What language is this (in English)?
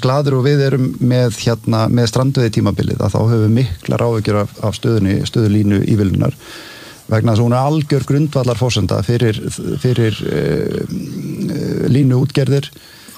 Icelandic